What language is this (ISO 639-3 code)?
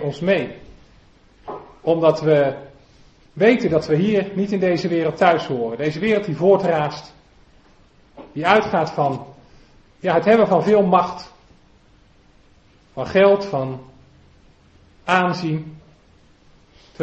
nld